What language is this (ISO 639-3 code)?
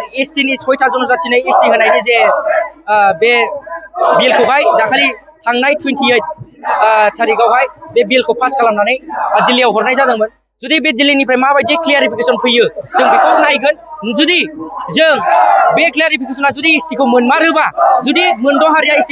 brx